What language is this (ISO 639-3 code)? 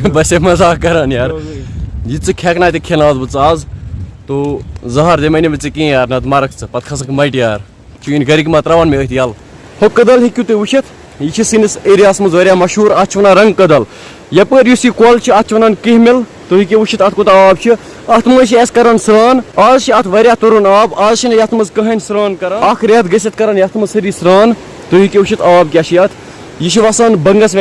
kas